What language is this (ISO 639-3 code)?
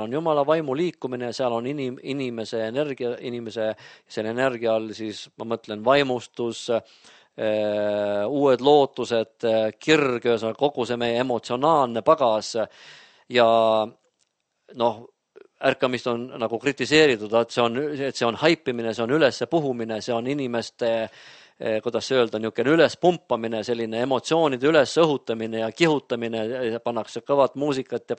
est